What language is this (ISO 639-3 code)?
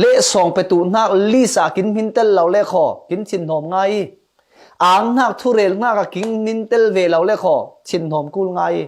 cfm